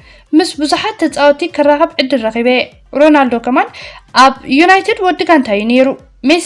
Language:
Tigrinya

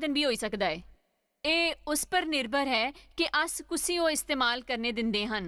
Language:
Dogri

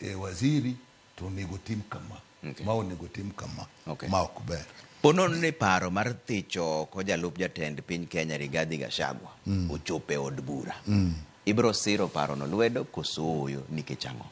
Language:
Luo (Kenya and Tanzania)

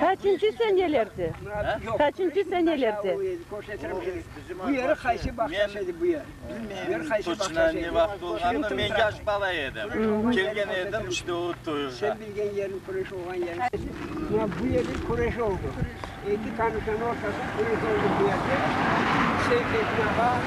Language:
Crimean Tatar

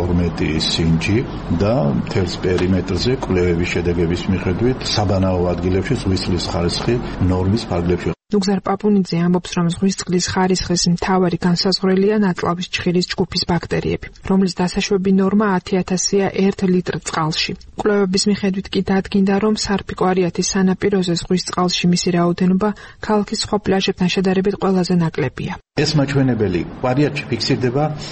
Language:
Georgian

